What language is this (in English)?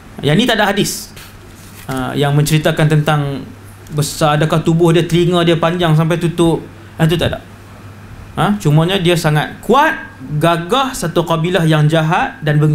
Malay